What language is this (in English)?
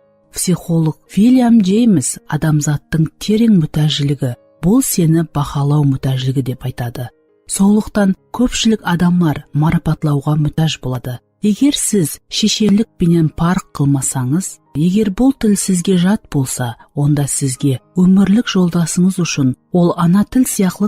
Kara-Kalpak